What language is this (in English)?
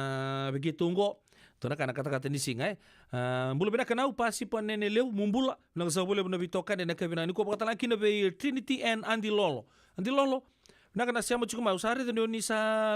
Fijian